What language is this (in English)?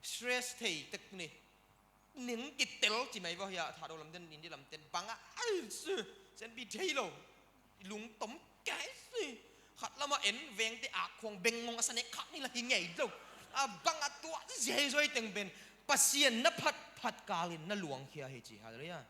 Tedim Chin